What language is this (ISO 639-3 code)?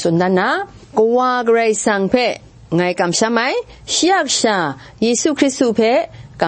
kac